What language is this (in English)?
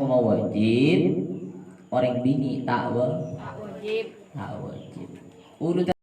Madurese